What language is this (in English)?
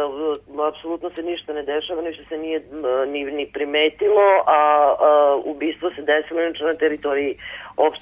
Serbian